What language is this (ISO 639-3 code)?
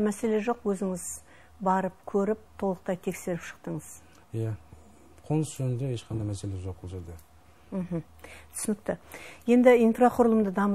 kaz